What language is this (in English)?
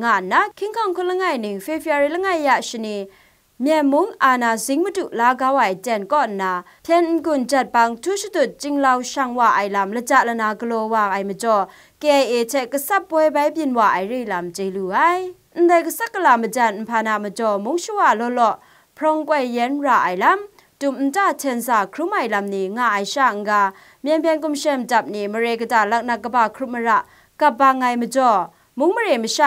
Kachin